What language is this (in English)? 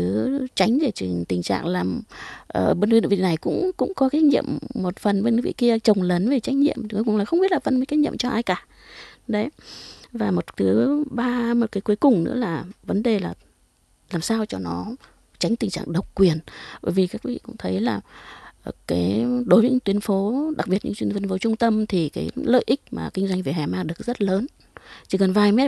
Vietnamese